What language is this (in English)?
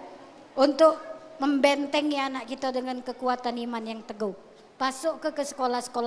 Musi